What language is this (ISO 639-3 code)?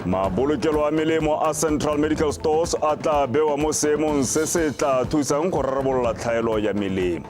tsn